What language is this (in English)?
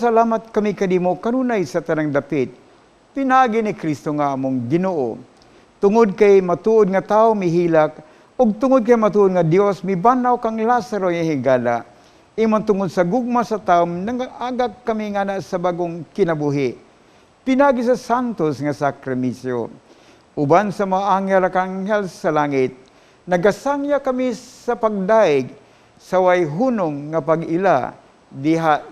Cebuano